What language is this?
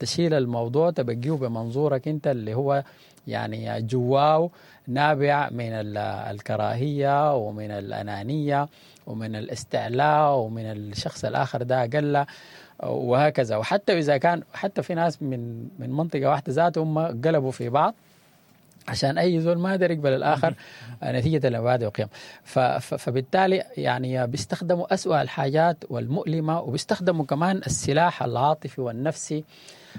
Sudanese Arabic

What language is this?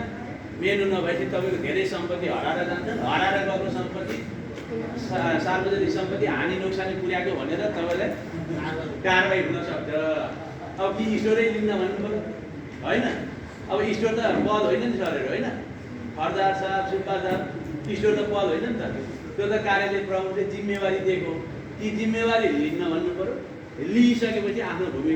Nepali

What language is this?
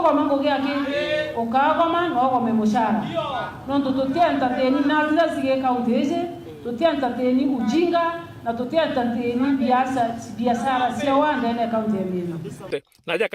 Meru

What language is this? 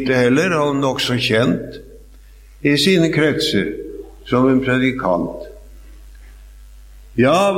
Norwegian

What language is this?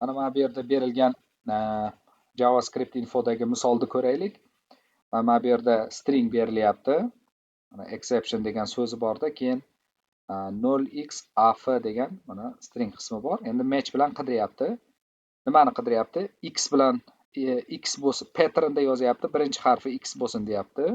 Uzbek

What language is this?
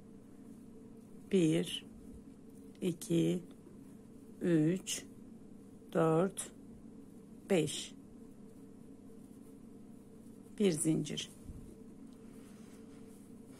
Turkish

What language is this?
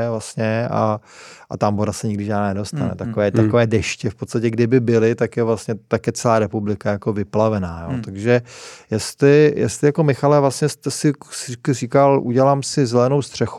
Czech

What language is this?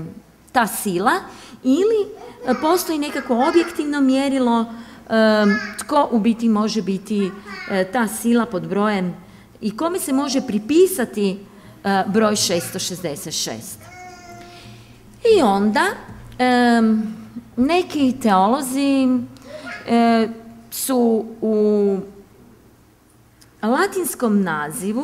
Croatian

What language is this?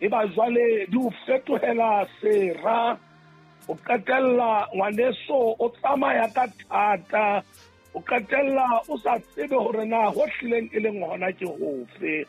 Southern Sotho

